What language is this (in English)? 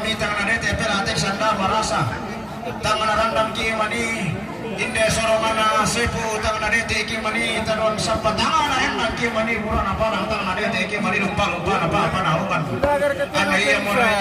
Toraja-Sa'dan